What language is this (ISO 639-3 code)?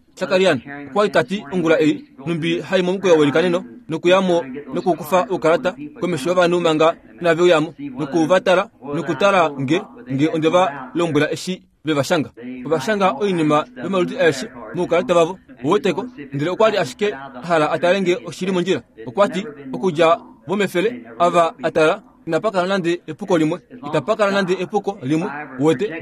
kua